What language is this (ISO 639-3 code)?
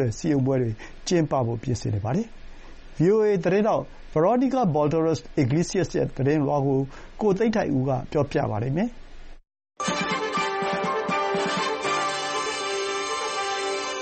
mya